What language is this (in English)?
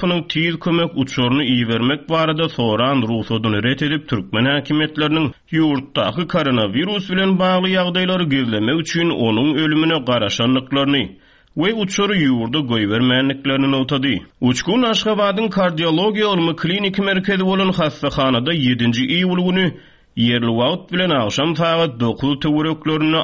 Turkmen